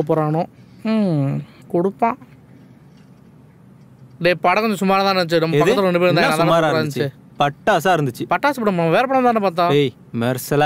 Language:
Tamil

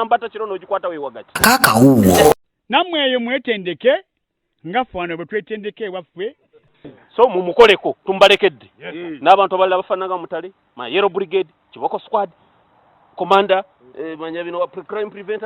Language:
Ganda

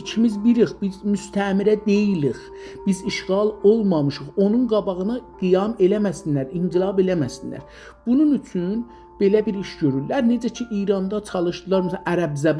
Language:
South Azerbaijani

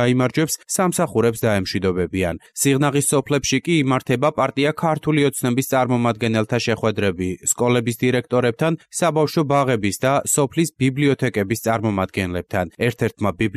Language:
Georgian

